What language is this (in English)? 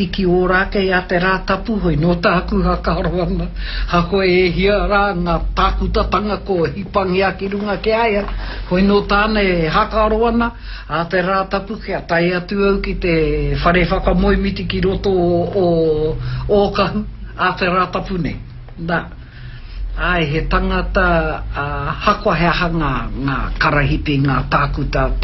Māori